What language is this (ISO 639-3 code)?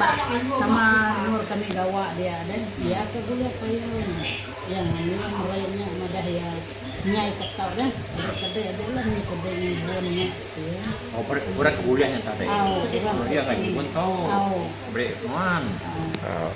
iba